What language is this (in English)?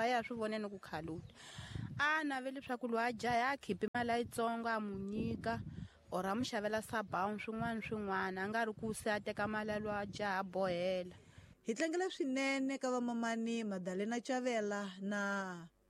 Tsonga